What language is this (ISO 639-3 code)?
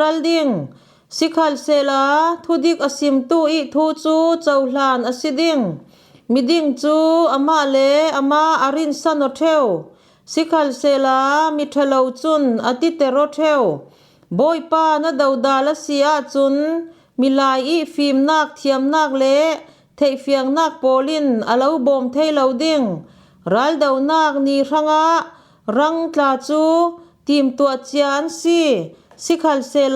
cfm